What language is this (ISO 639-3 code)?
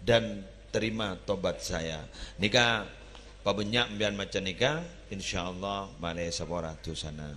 mad